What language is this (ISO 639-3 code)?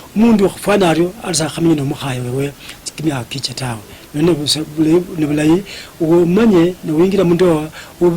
luy